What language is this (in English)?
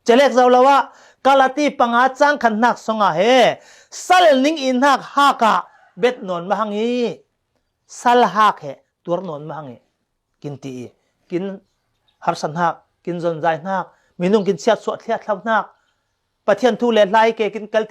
Falam Chin